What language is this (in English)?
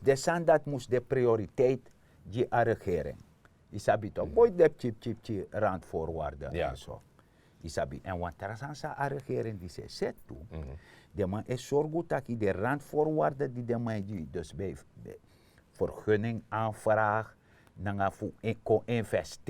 Sranan Tongo